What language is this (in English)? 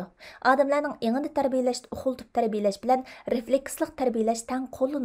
Uyghur